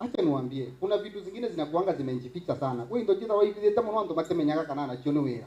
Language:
Meru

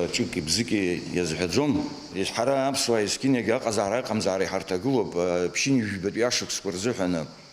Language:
Abkhazian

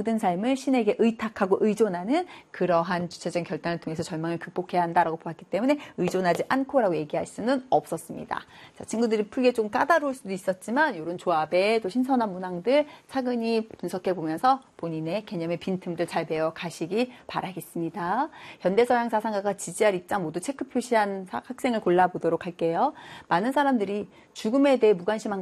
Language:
Korean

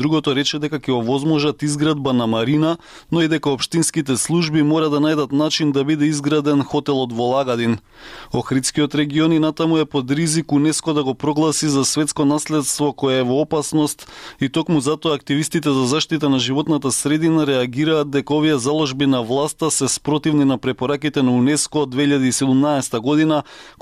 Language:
Macedonian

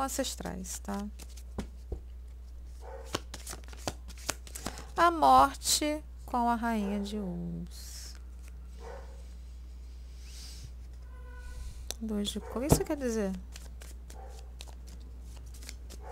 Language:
Portuguese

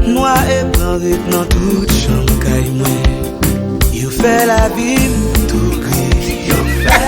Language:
Haitian Creole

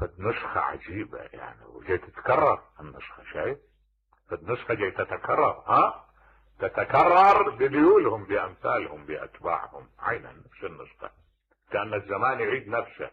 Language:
Mesopotamian Arabic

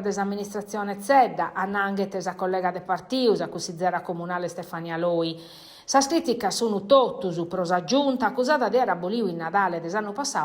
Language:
Sardinian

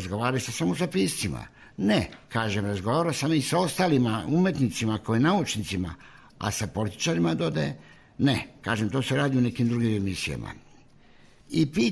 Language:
Serbian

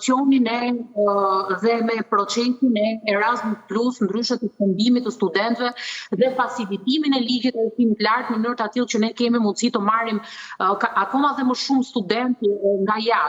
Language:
Albanian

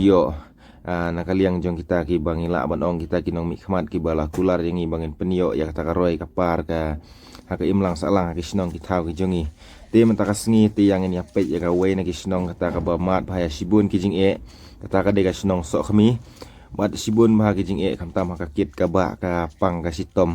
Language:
Khasi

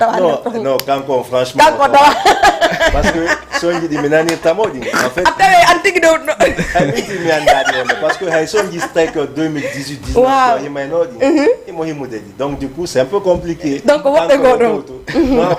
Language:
Fula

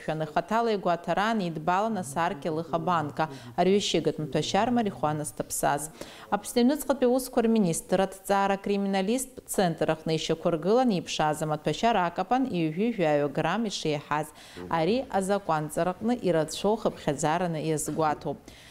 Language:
Abkhazian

